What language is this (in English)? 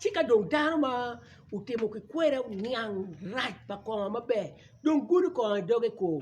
Acoli